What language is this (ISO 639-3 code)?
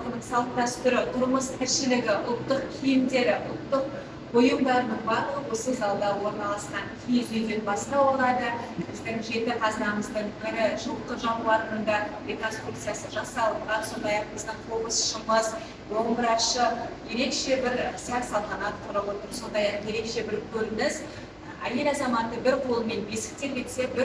kaz